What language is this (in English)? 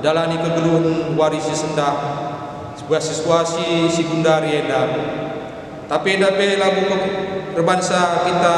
Batak Karo